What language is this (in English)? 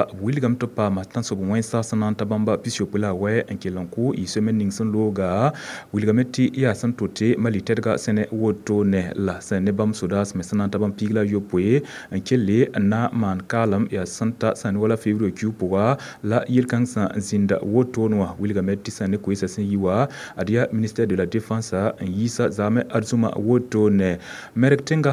Mossi